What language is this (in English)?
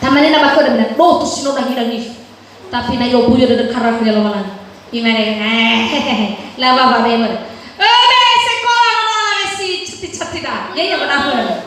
Nias